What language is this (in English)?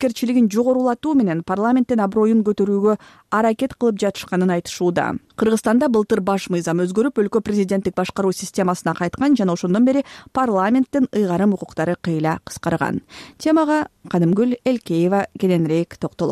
Kyrgyz